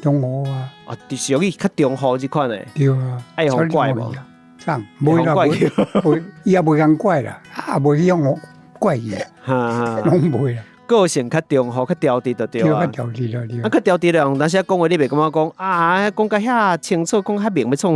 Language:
Min Nan Chinese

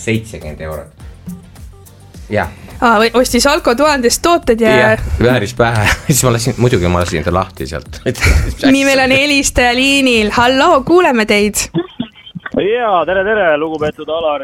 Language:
Estonian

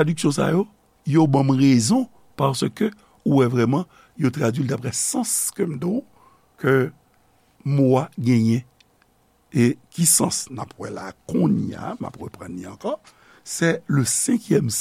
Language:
Haitian Creole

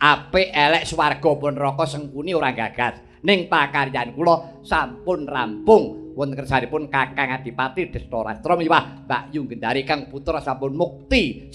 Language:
Javanese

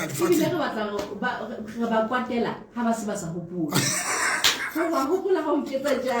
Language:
Southern Sotho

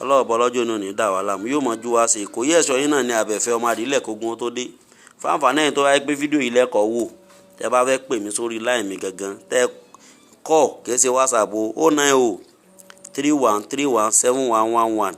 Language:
Yoruba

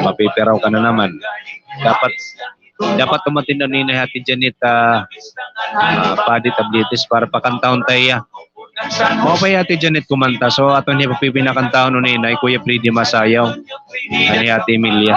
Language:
Waray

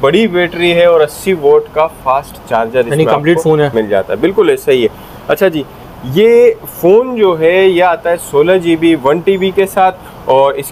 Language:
Hindi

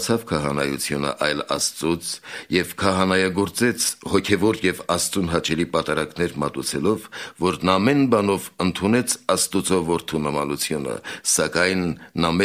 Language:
Armenian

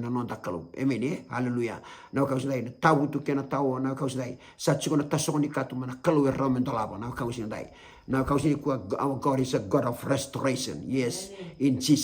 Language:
Fijian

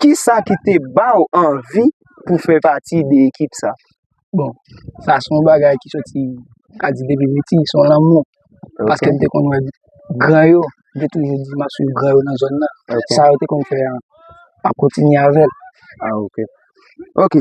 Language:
Haitian Creole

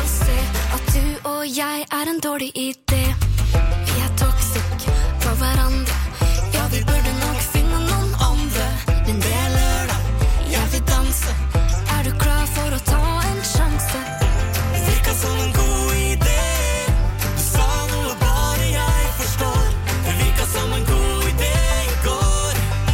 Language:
Norwegian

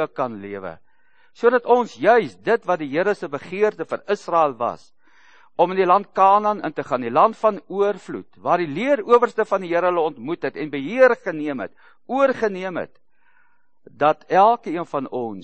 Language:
Afrikaans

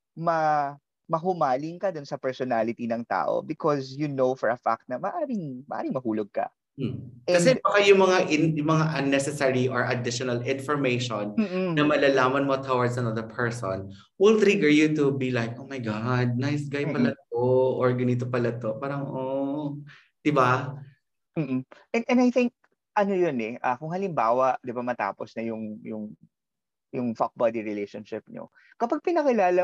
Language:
Filipino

